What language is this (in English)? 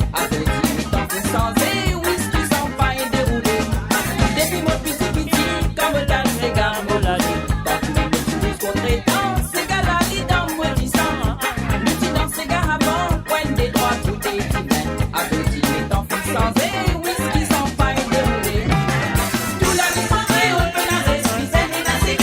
Morisyen